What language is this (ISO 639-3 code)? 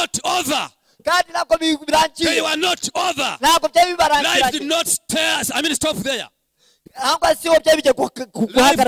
kin